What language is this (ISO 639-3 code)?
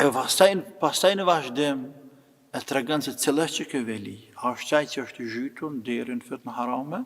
sqi